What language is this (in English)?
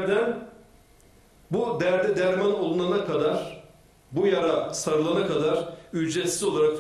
Turkish